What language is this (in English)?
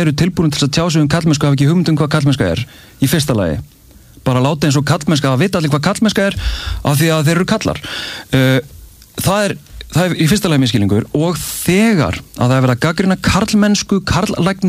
Icelandic